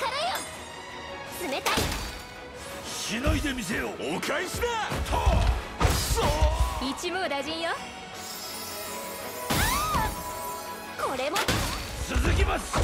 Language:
Japanese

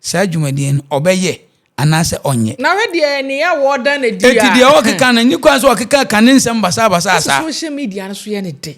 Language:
Akan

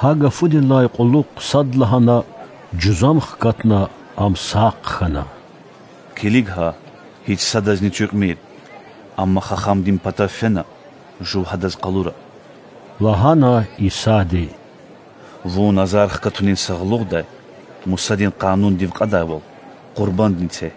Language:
Lezghian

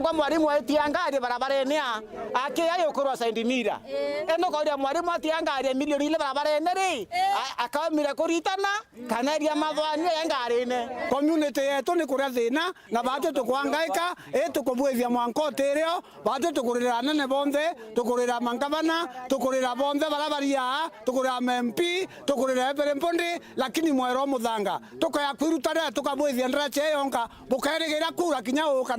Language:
Meru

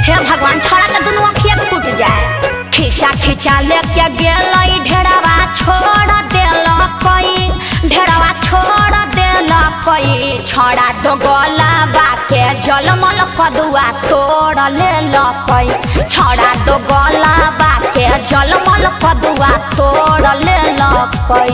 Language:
Magahi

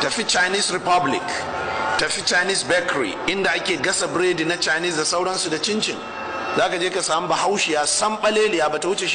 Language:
Hausa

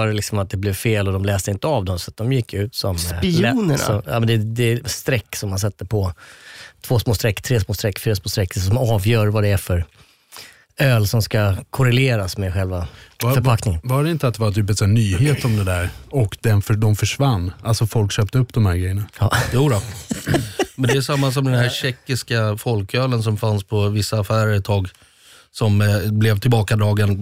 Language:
Swedish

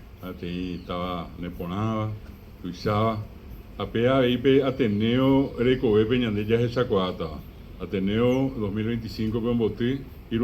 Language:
Guarani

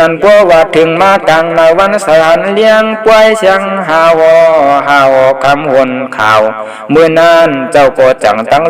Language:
Shan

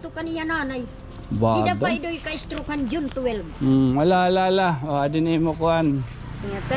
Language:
Waray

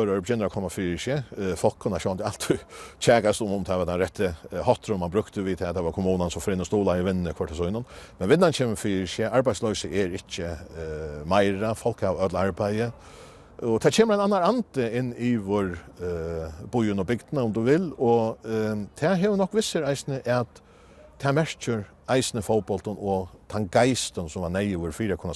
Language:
Faroese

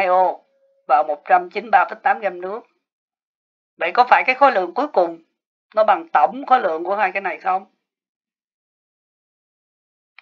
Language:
Vietnamese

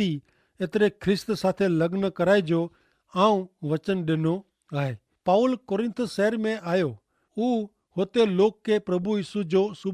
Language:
Kachhi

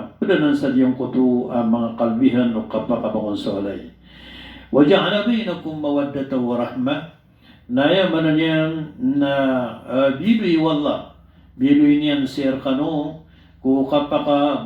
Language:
Maranao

